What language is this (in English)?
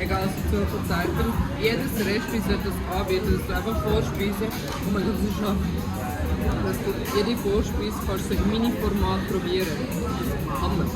Swiss German